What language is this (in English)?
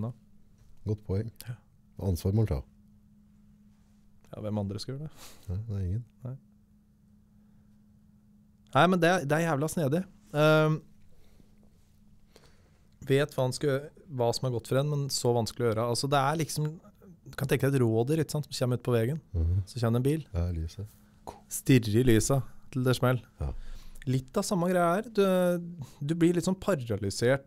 Norwegian